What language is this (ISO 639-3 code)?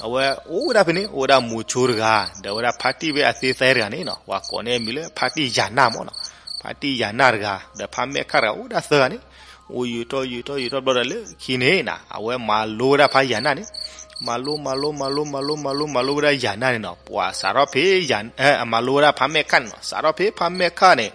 ksw